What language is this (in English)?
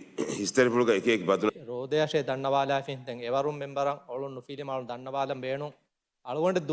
Divehi